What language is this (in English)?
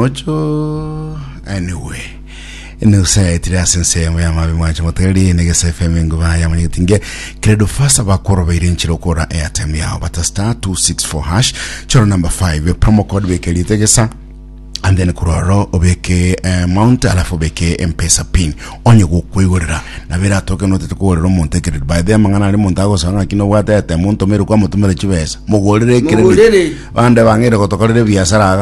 Gusii